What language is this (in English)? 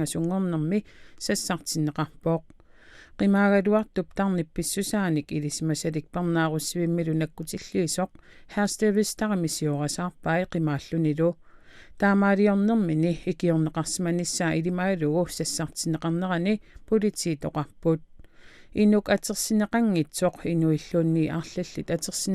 Kalaallisut